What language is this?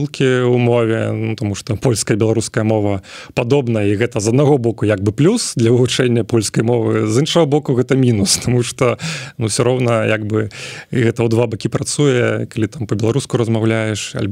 Belarusian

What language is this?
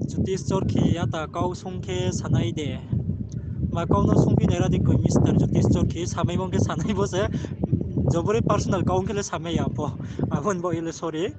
Riang (India)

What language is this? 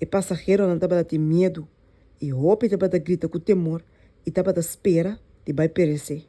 Papiamento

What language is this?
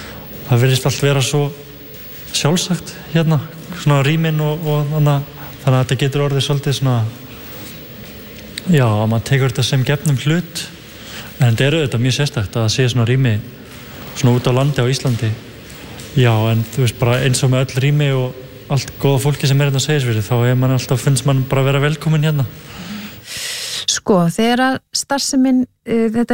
Icelandic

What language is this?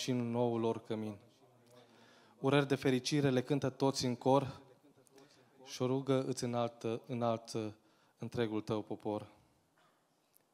Romanian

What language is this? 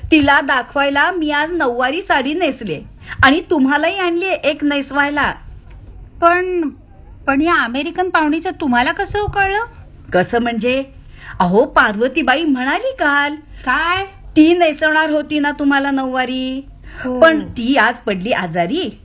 Marathi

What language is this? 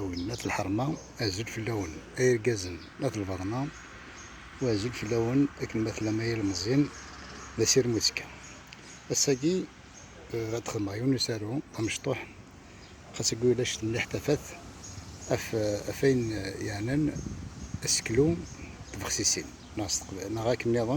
Kabyle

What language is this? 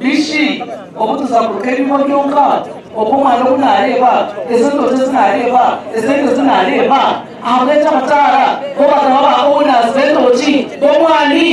Nyankole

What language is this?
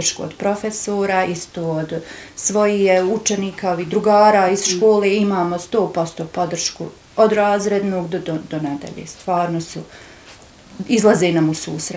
Bosnian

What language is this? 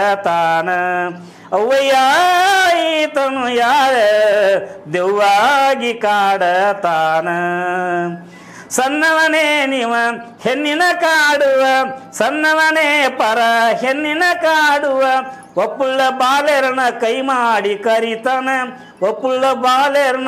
Kannada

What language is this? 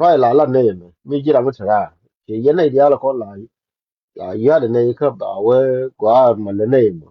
Nuer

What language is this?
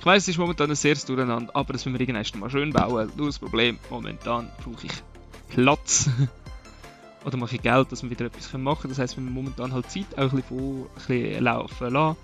Swiss German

